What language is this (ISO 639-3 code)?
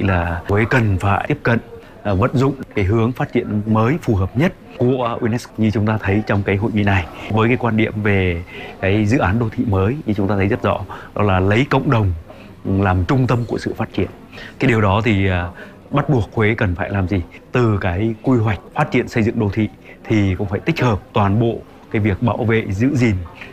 vie